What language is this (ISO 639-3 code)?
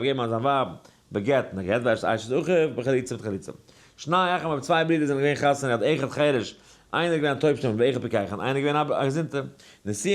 yid